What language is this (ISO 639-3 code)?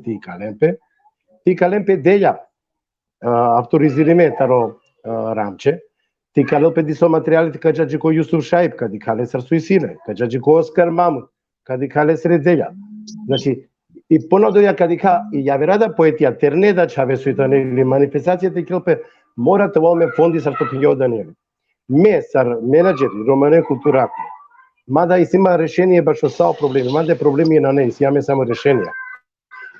rmn